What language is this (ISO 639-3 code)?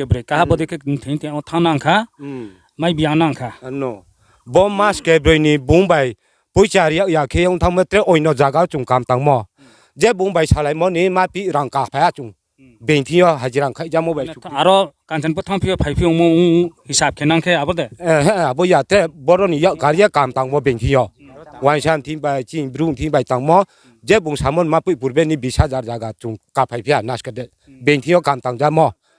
ria